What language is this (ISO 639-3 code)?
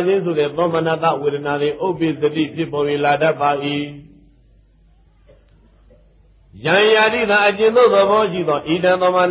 mya